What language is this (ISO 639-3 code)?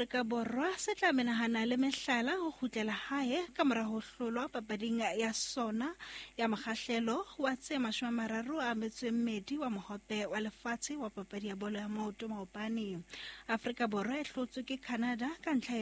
sot